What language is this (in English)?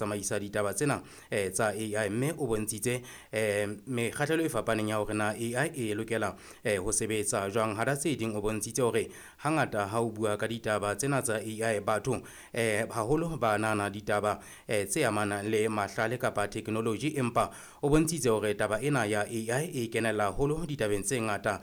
Southern Sotho